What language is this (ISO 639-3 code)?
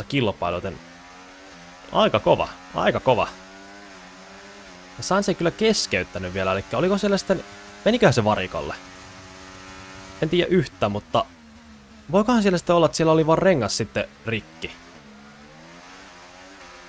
fin